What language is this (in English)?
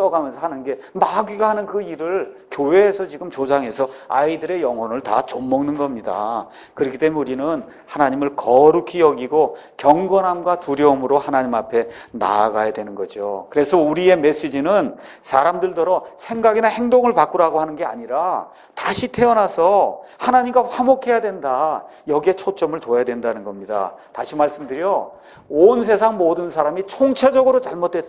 Korean